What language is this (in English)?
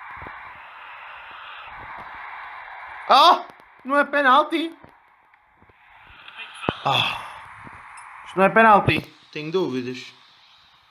Portuguese